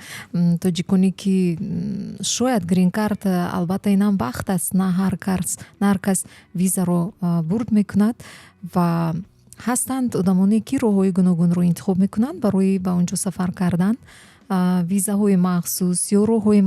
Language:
Tajik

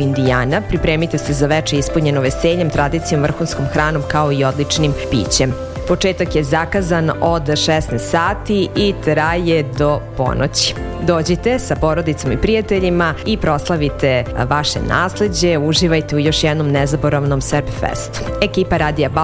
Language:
Serbian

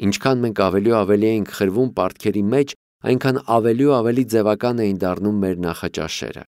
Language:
Armenian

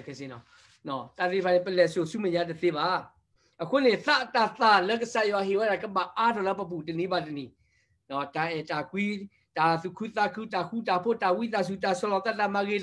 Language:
S'gaw Karen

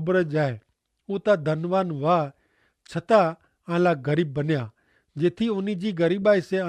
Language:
Kachhi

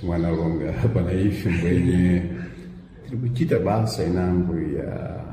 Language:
Sena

